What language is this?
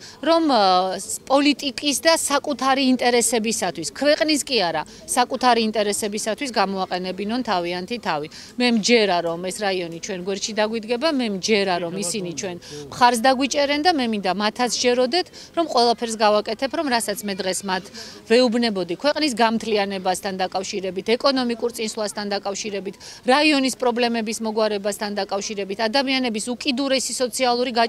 Georgian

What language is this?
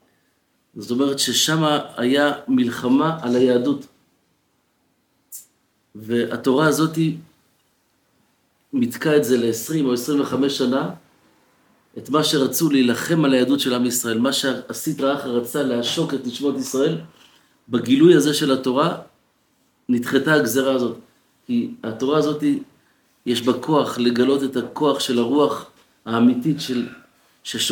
Hebrew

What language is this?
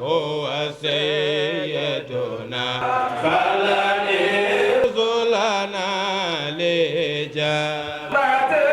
Fula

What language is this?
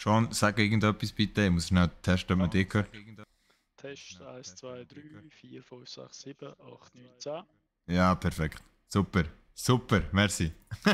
Swiss German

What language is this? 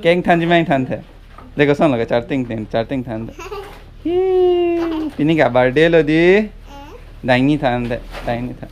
Karbi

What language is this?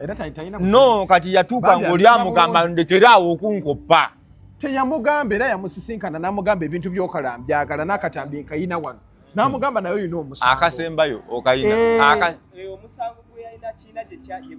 Ganda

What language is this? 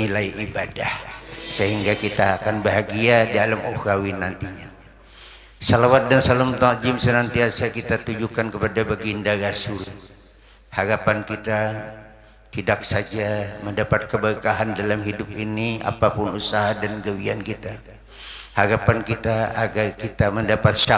Banjar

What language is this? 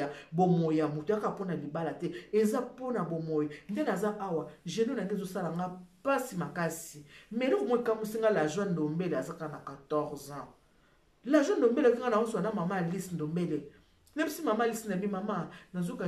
Lingala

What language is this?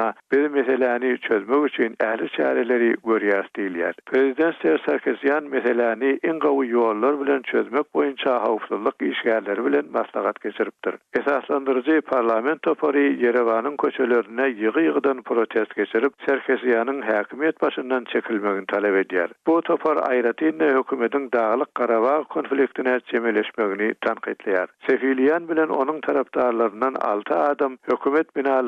Turkmen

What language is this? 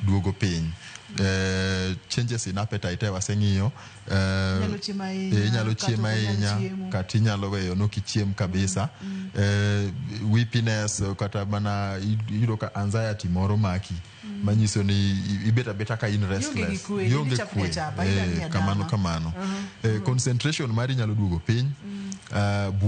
Luo (Kenya and Tanzania)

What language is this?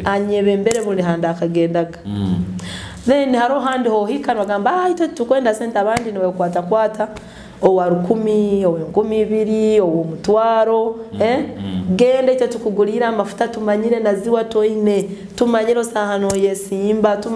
Nyoro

